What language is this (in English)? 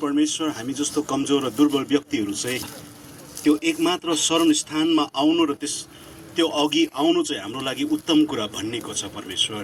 Nepali